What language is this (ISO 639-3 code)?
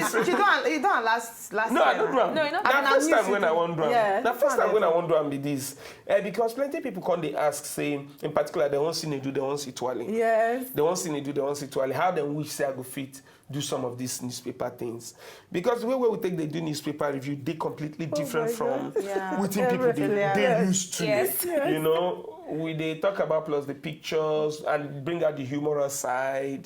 pcm